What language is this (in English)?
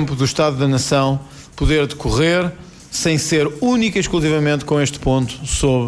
Portuguese